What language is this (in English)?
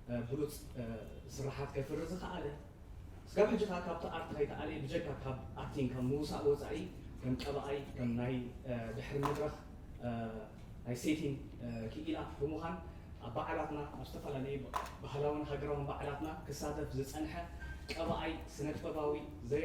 Tigrinya